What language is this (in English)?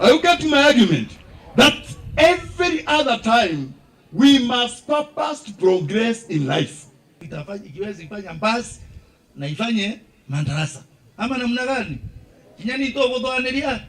Meru